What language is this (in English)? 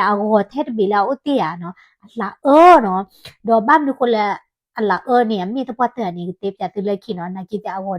S'gaw Karen